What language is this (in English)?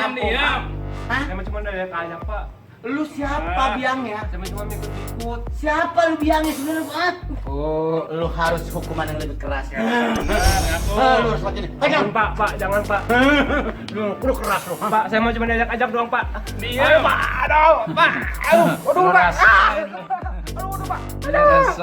Betawi